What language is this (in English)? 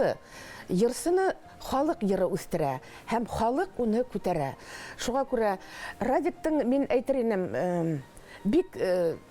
Bashkir